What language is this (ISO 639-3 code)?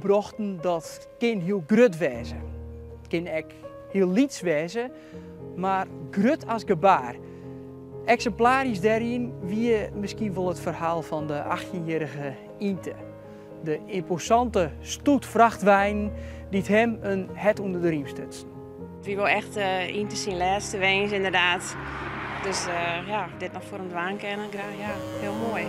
fry